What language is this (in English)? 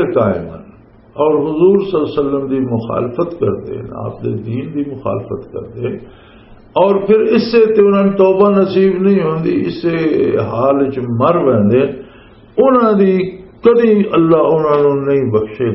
Western Panjabi